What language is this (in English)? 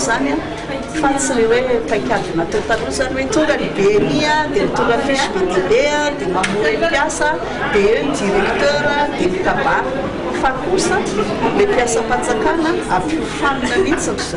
Malagasy